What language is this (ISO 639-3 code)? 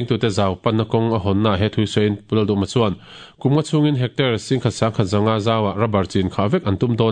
lus